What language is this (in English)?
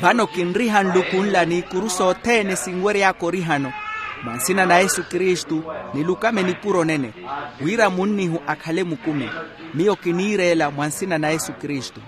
Makhuwa